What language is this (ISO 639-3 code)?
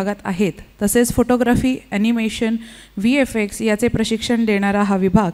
mar